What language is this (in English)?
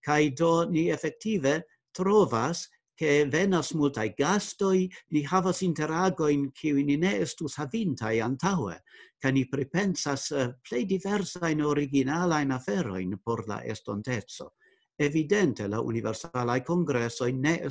Esperanto